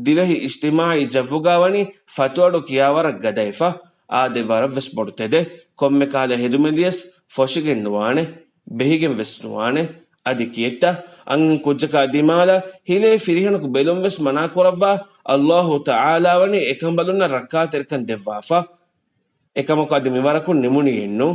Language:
Divehi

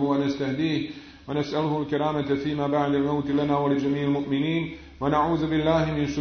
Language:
Bosnian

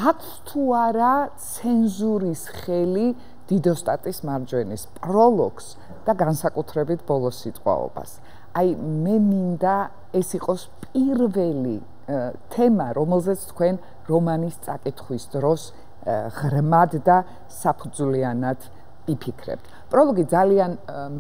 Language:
Georgian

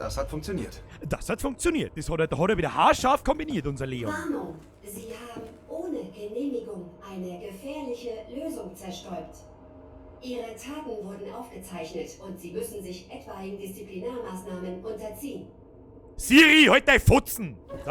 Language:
Bavarian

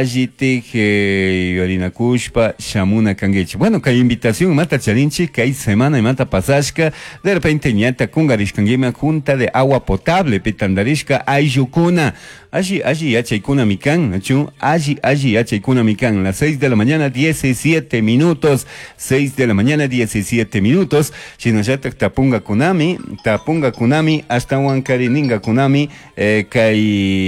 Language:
Chimborazo Highland Quichua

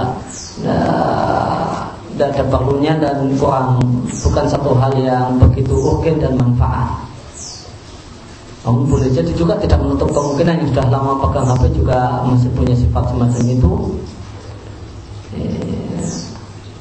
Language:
Indonesian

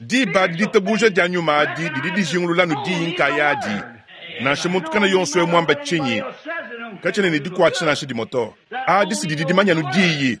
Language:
Luba-Lulua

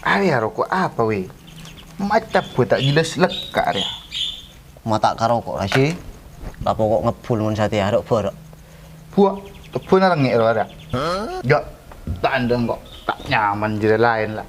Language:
Madurese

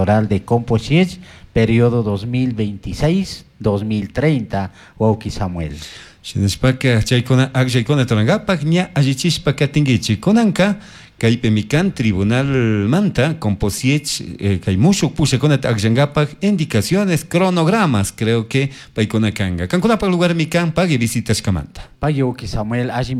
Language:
Chimborazo Highland Quichua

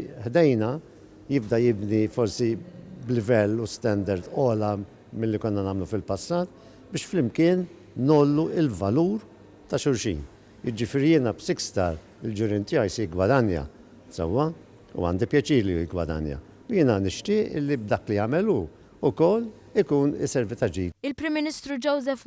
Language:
Maltese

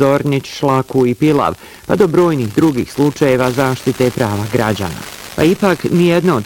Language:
Bosnian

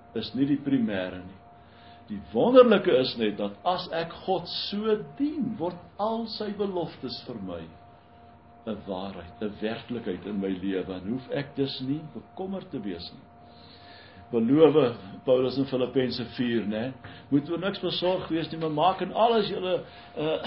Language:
Afrikaans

